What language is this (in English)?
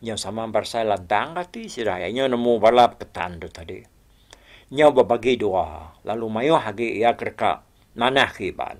Iban